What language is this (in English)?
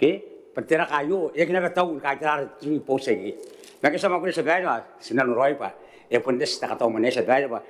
Gilbertese